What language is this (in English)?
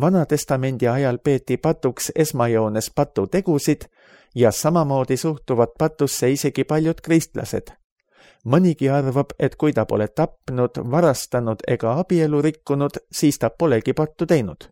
Estonian